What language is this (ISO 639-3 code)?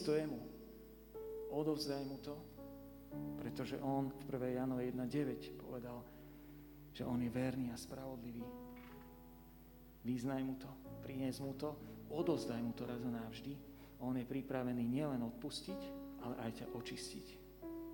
slk